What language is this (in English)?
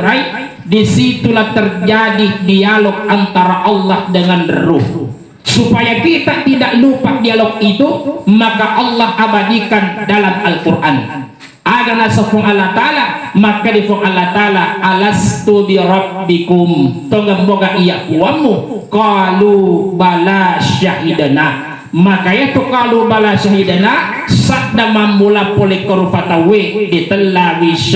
Buginese